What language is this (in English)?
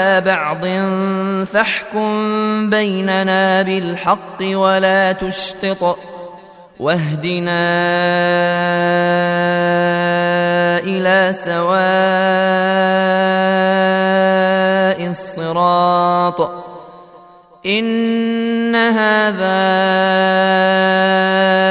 Arabic